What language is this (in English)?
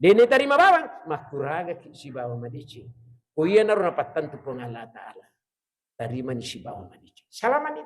Buginese